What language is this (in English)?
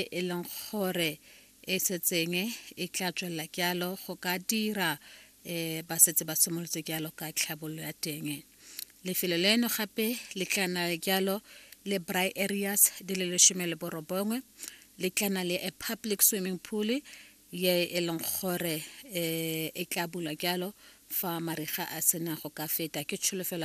Tswana